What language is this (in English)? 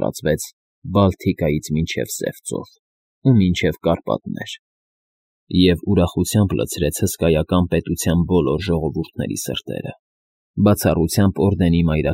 Armenian